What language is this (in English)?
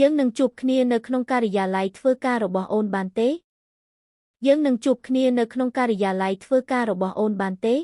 Khmer